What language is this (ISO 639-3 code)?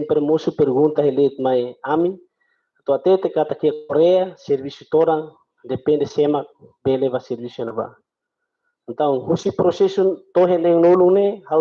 tet